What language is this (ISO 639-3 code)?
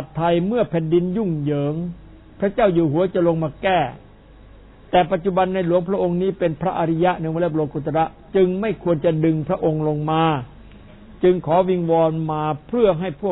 tha